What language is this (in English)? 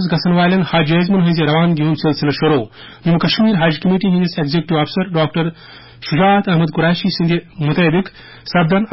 Kashmiri